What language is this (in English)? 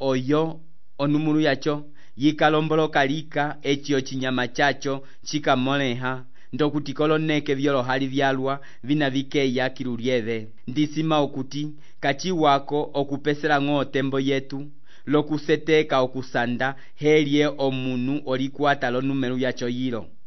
Umbundu